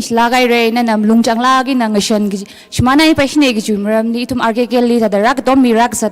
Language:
Tangkhul Naga (India)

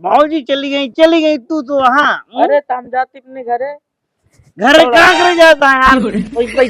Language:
Awadhi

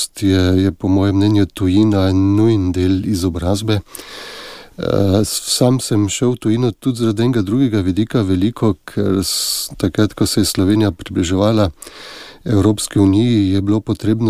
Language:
Slovenian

